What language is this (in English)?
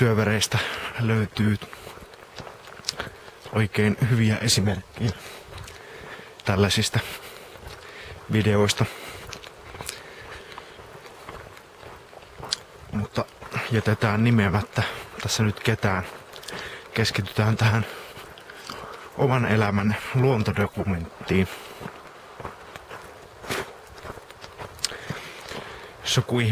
Finnish